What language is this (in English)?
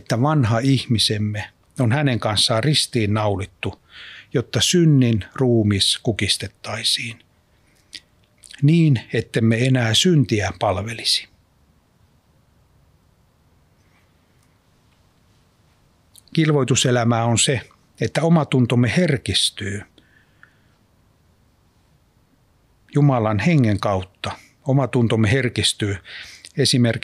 Finnish